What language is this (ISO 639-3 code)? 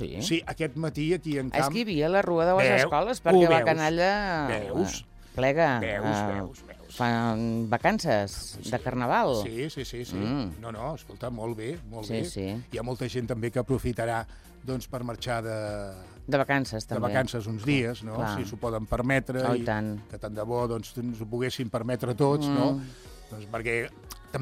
cat